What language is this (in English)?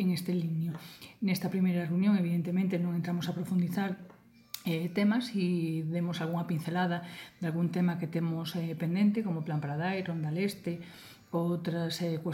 Galician